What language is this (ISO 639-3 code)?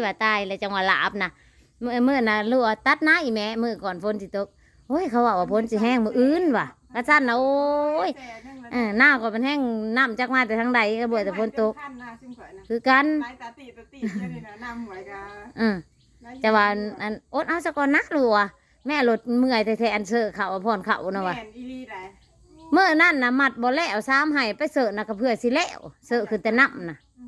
tts